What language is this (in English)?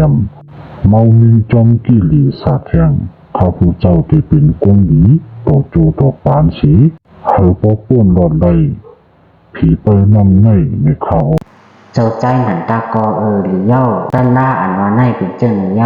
Shan